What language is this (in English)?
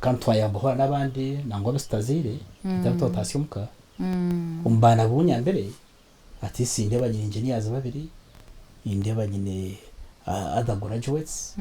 Nyankole